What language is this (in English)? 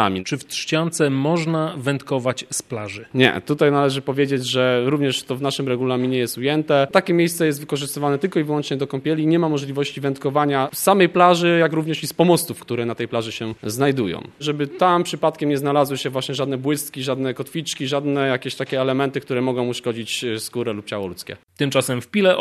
Polish